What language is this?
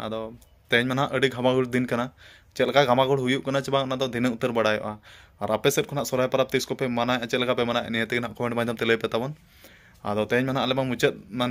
Santali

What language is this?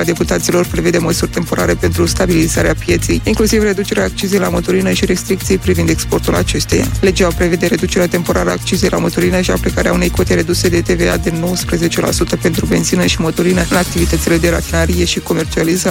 Romanian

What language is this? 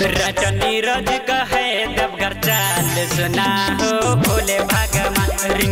Bhojpuri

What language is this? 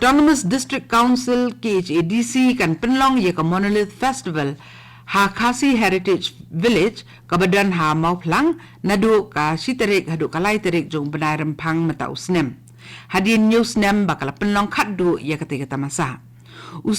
Khasi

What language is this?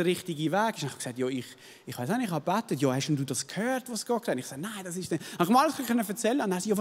Swiss German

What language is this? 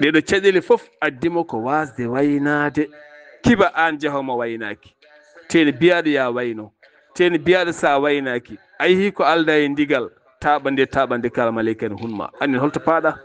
Fula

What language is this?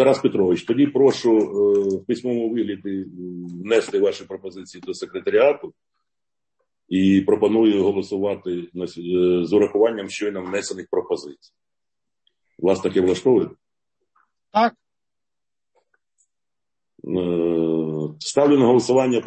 Ukrainian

